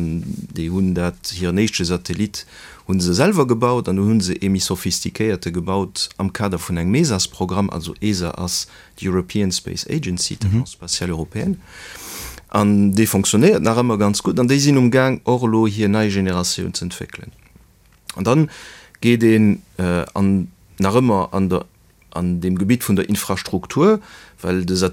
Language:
Luxembourgish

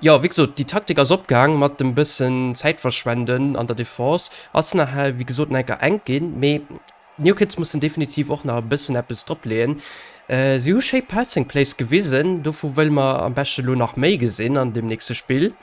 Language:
Luxembourgish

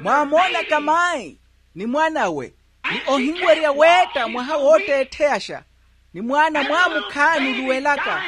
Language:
Makhuwa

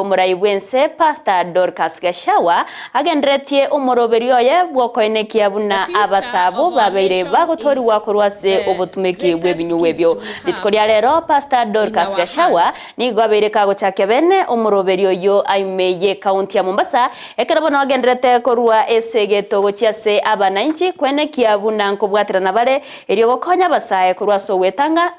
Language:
Gusii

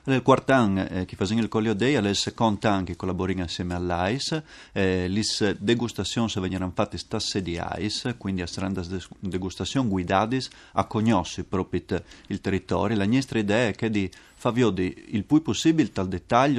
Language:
Friulian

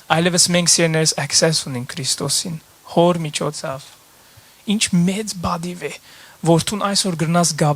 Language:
Western Armenian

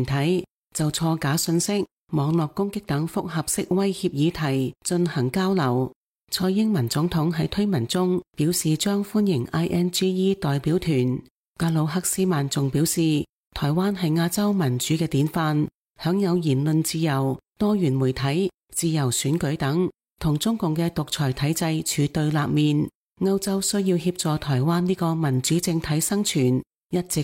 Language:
Cantonese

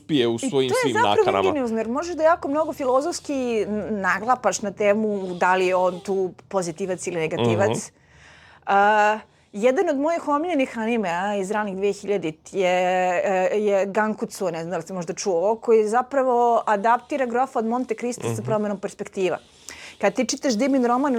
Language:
Serbian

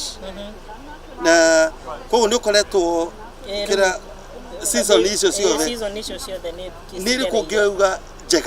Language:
Kikuyu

